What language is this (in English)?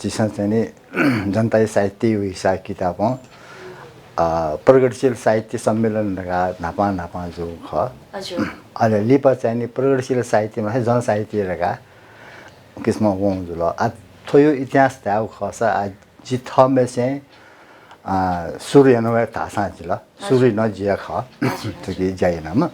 Newari